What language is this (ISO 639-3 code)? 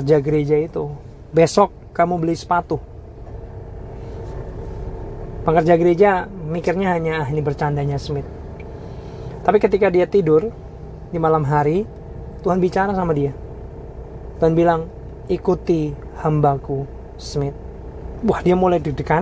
ind